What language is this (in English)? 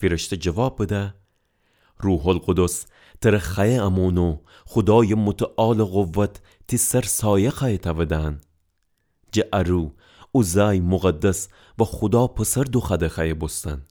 Gilaki